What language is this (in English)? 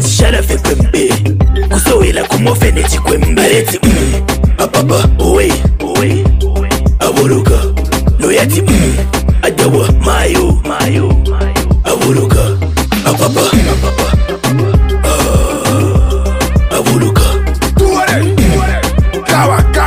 Bemba